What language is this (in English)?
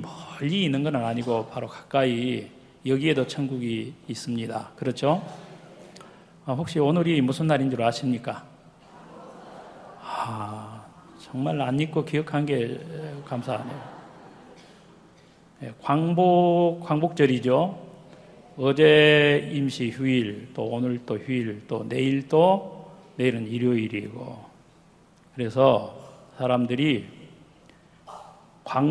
Korean